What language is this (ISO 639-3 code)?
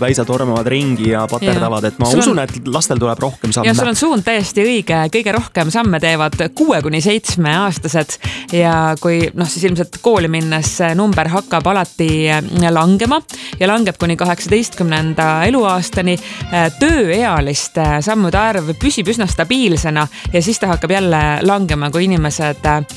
est